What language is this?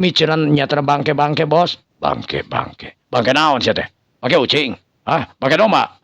Sundanese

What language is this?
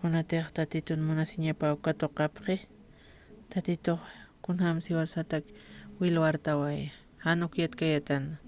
Aymara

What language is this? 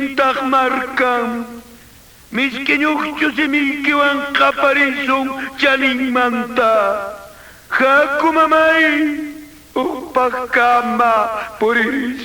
Quechua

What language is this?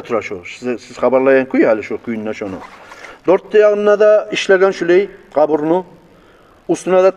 Kumyk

